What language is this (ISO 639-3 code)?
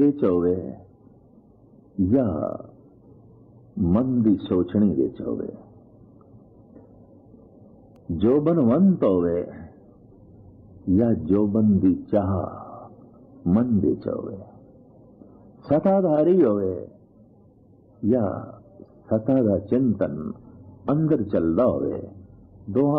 pan